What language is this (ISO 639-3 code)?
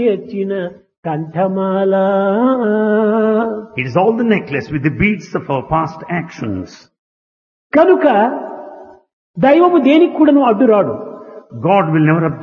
tel